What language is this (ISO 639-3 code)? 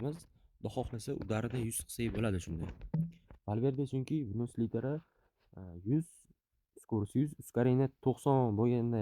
uzb